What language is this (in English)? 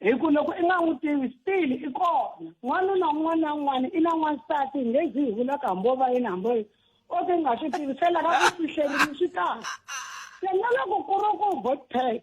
Tsonga